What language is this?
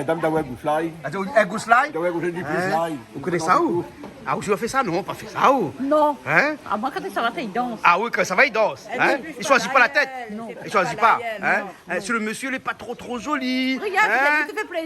Réunion Creole French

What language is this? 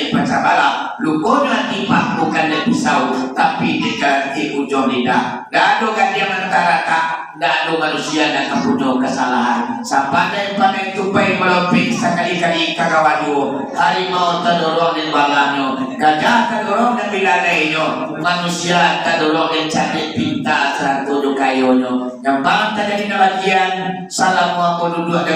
Minangkabau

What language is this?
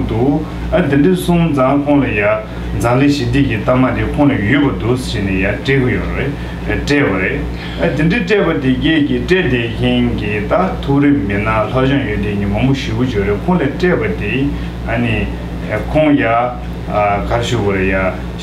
Tibetan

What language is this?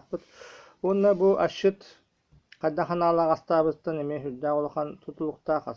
Yakut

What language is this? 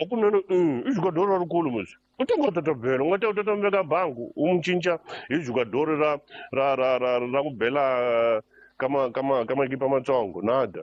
Tsonga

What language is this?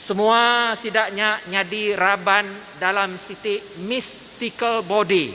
Iban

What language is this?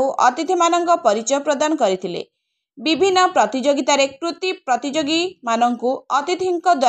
Odia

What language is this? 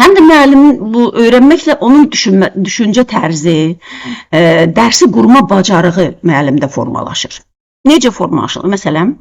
Azerbaijani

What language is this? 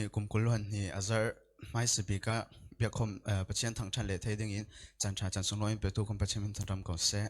Falam Chin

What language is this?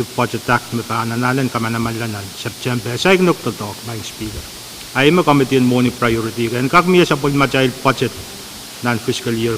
Pohnpeian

